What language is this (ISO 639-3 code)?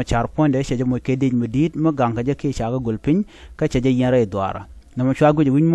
nus